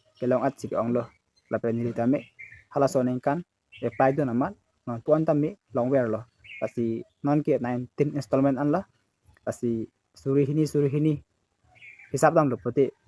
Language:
Karbi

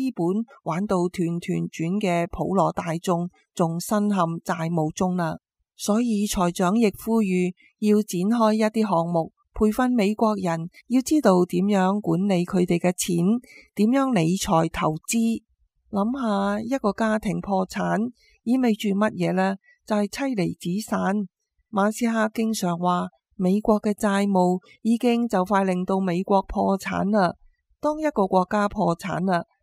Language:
Cantonese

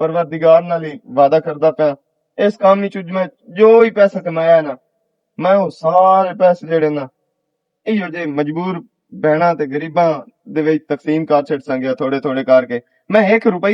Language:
Western Panjabi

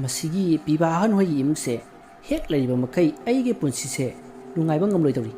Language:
Manipuri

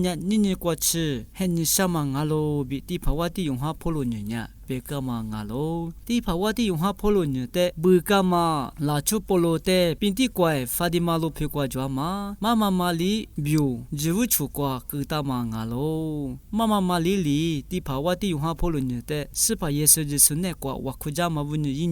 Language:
Lisu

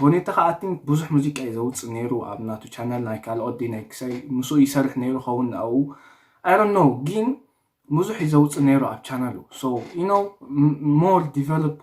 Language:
Tigrinya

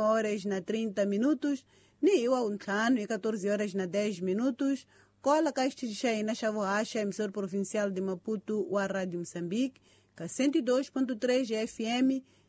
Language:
Tsonga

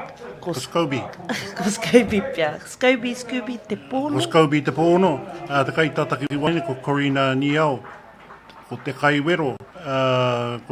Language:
Māori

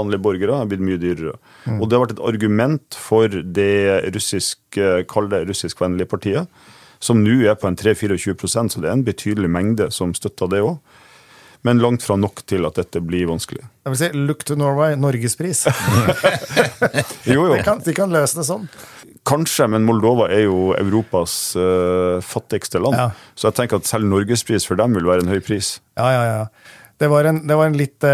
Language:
Norwegian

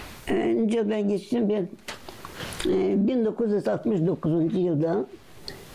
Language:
Gagauz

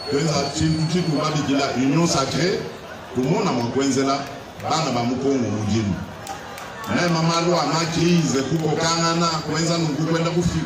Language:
Luba-Lulua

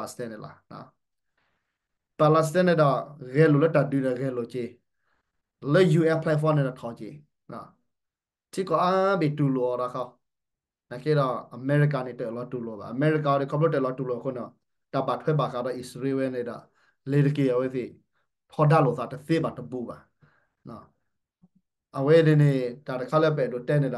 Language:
S'gaw Karen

